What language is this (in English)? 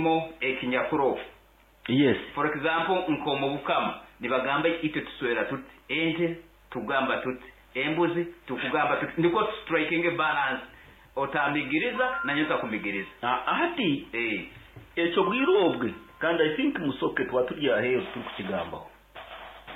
Nyankole